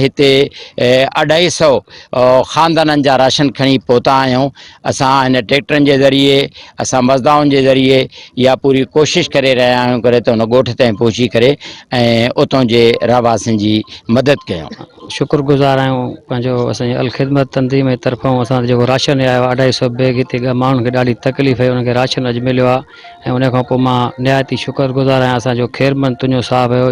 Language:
Sindhi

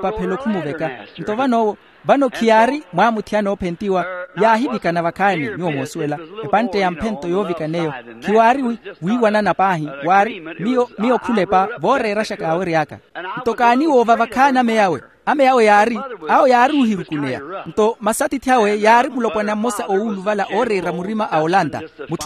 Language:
Makhuwa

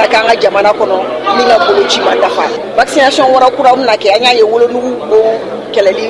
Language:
Bambara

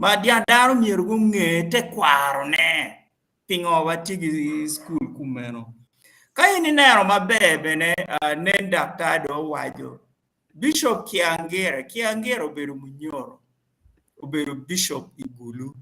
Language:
Acoli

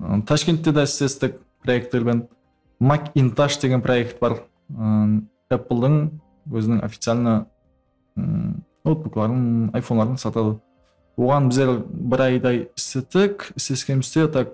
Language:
Kara-Kalpak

